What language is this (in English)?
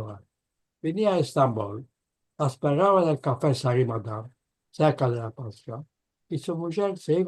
Ladino